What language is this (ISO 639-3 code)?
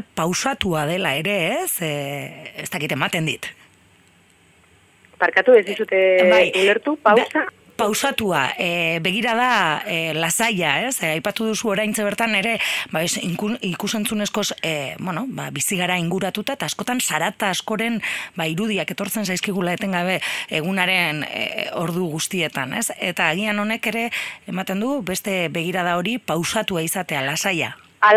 eus